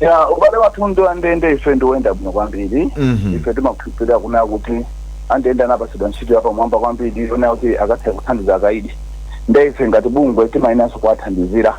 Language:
Nyanja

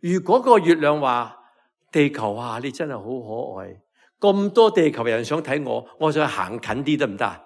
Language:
Cantonese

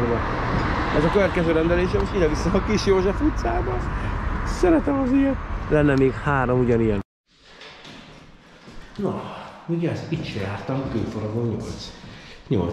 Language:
Hungarian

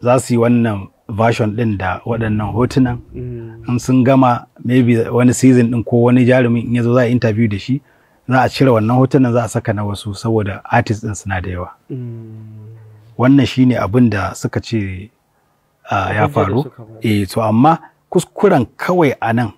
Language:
Hausa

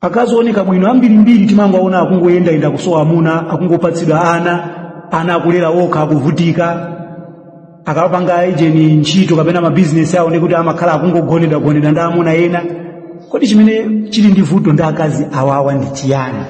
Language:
Nyanja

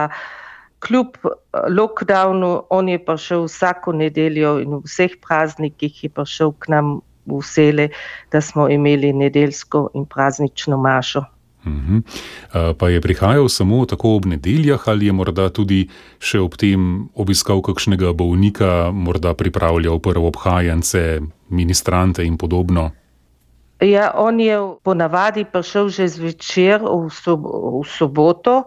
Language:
Slovenian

